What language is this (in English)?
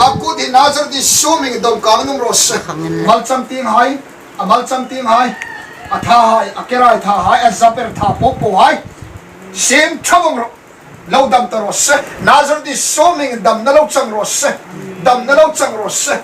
Hmar